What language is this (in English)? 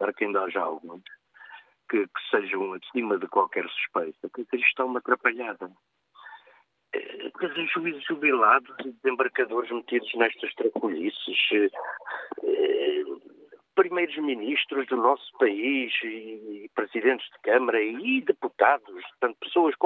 Portuguese